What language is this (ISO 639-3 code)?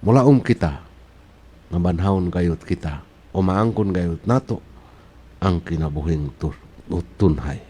ceb